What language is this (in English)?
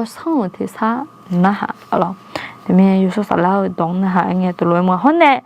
Akha